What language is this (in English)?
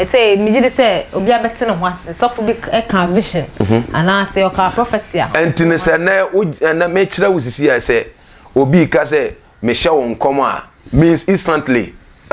Akan